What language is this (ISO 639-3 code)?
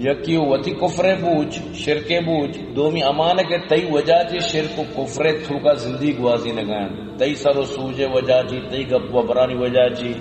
bgp